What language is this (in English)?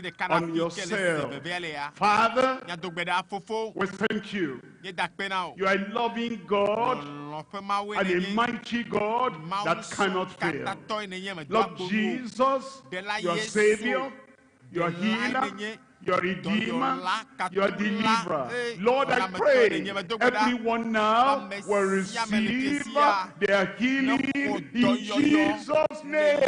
Ewe